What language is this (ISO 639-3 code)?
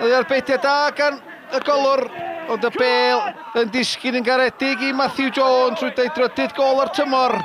cym